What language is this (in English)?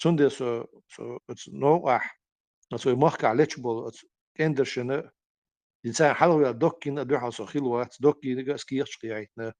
Chechen